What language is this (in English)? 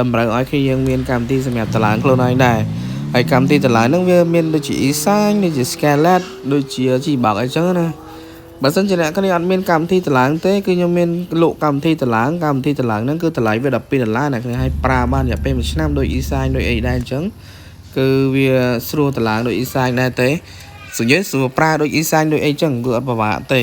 Khmer